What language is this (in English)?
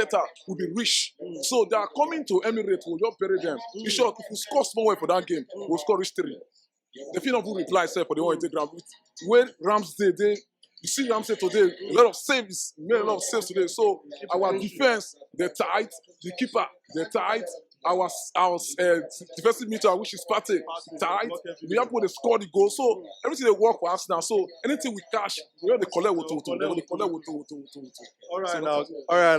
Nigerian Pidgin